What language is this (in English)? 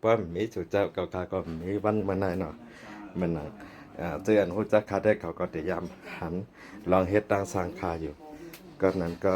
Shan